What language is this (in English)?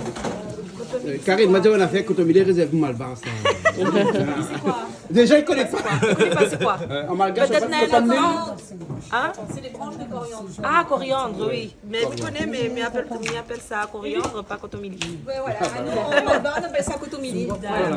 Réunion Creole French